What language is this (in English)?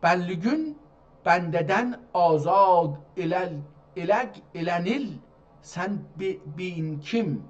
South Azerbaijani